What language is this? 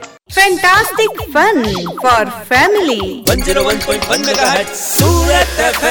Hindi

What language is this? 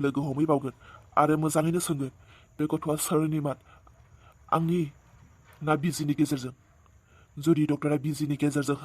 Bodo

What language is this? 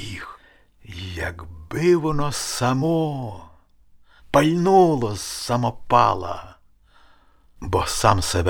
Ukrainian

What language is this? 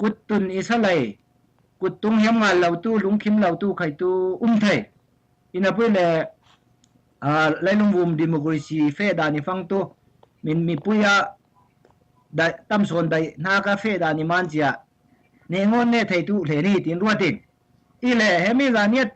Falam Chin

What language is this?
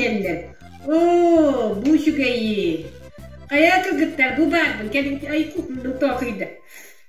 Yakut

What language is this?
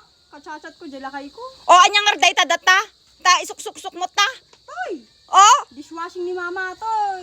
Iloko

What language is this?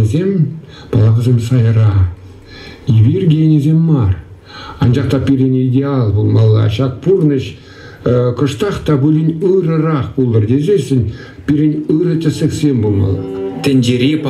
Chuvash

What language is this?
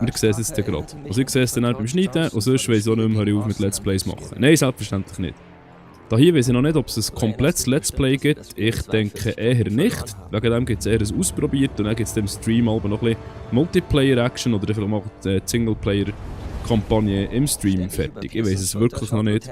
Swiss German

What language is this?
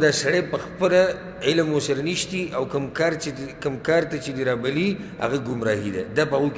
Pashto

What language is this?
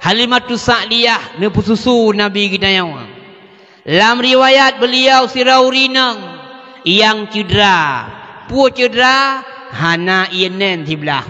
Achinese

